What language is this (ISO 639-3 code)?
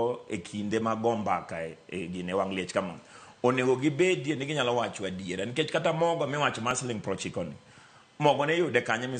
luo